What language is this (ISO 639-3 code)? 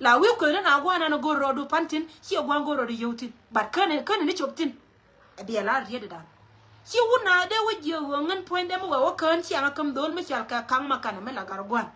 nus